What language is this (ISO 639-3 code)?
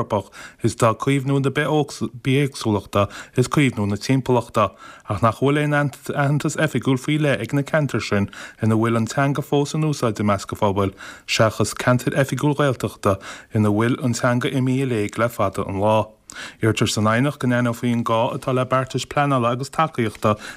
gle